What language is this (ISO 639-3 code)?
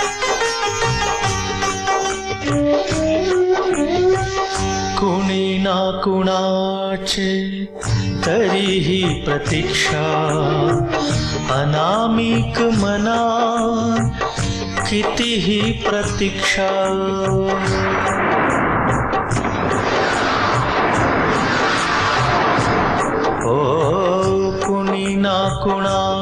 mar